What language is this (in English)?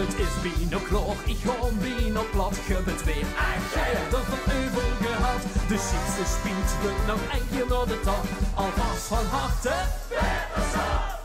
Limburgish